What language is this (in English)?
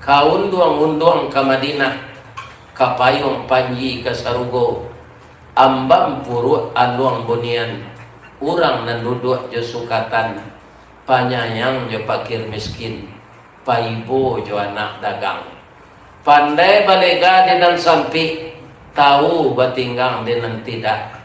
Minangkabau